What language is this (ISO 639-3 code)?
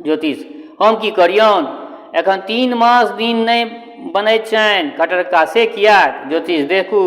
mai